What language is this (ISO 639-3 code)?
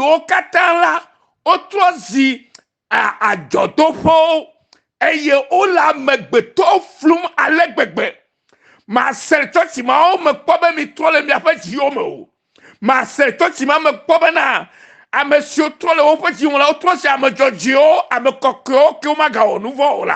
ewe